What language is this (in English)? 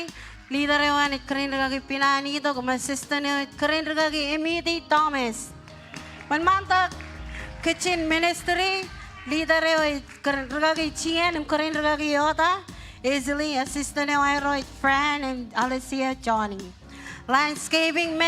Marshallese